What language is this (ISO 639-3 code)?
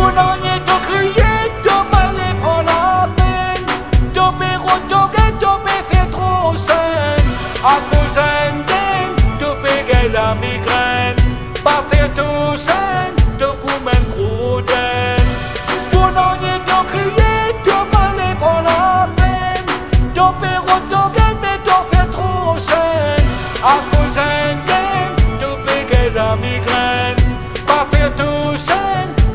mfe